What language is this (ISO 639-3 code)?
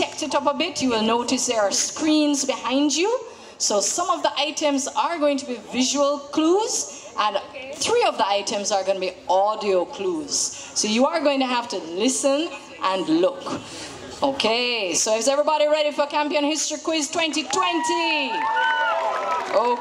eng